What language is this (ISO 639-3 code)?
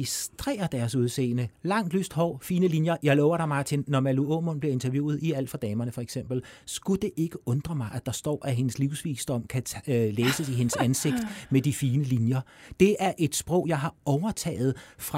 dan